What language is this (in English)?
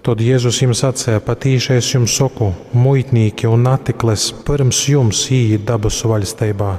Latgalian